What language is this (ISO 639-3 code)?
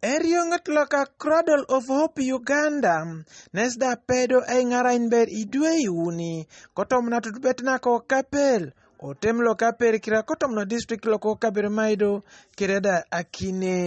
teo